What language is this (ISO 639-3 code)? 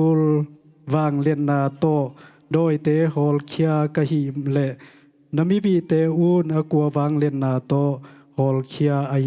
ctd